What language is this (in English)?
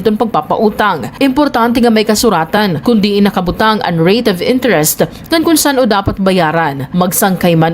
Waray